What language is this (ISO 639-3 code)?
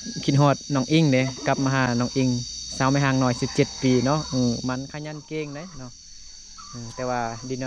lao